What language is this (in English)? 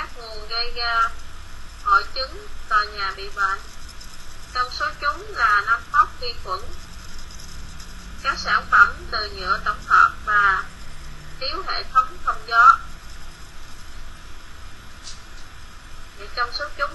Vietnamese